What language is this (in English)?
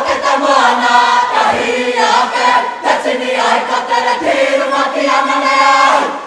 Māori